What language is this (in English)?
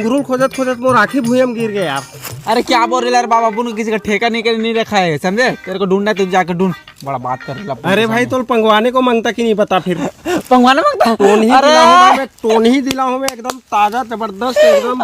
Chhattisgarhi